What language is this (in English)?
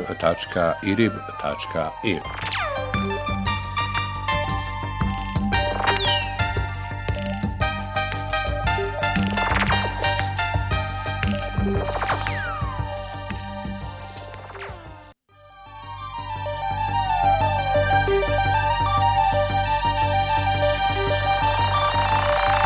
Bosnian